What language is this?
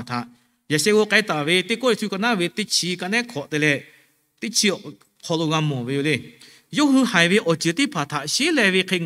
Lahu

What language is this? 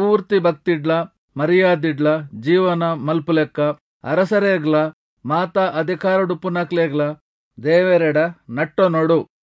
Tulu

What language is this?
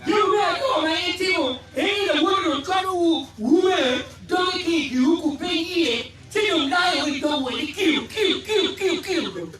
Acoli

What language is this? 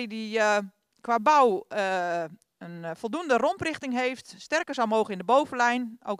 Dutch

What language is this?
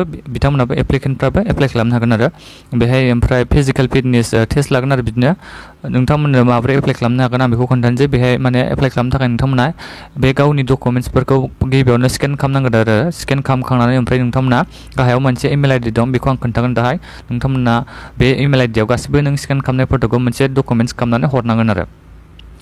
Bodo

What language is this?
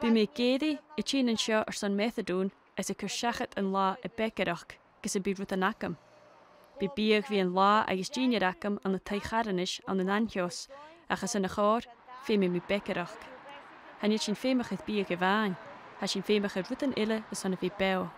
Scottish Gaelic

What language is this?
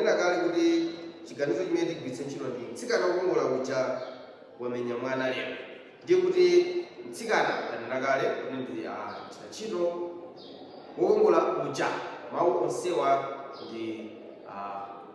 Nyanja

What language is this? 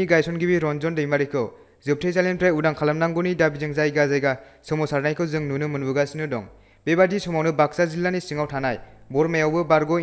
Bodo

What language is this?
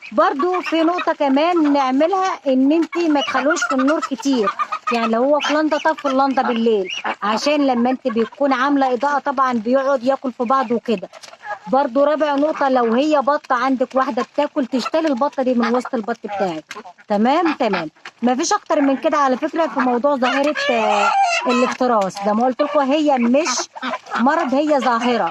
Egyptian Arabic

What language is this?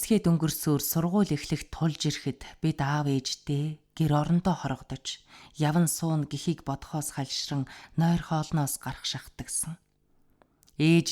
Mongolian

